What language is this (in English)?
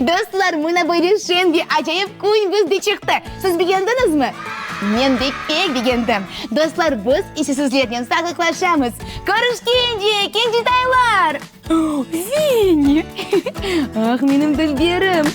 Crimean Tatar